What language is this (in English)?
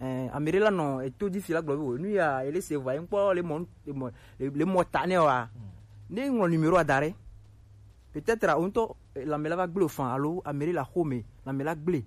Gen